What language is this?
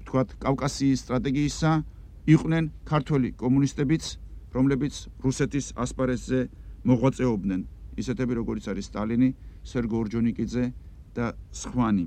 Georgian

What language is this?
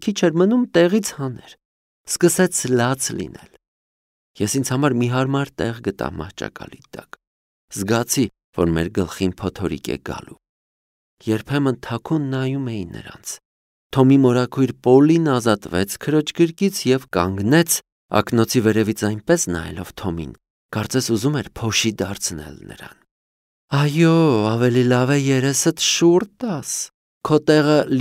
Armenian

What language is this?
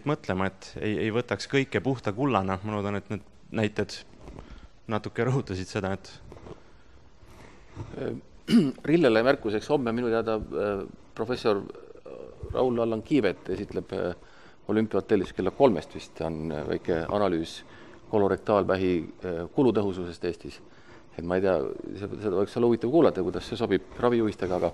Estonian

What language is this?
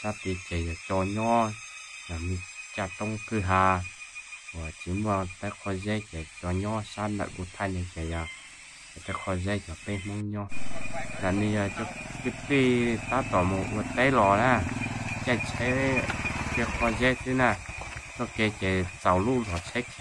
Hmong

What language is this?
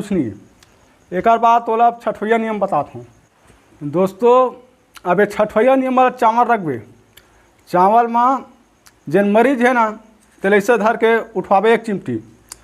Chhattisgarhi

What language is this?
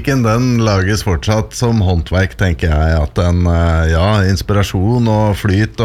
Norwegian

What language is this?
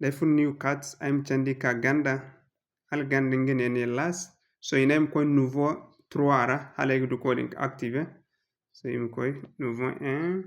Zarma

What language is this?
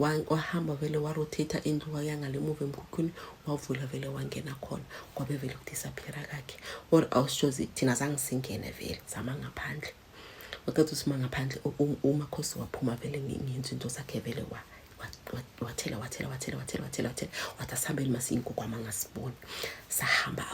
Zulu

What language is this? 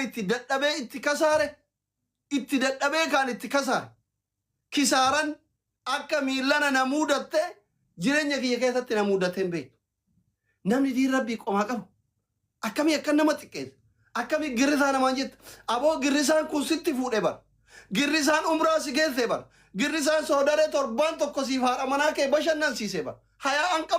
Oromo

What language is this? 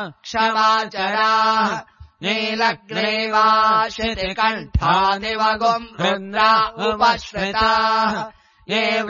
Sanskrit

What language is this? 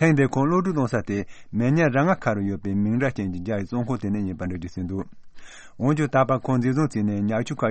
Tibetan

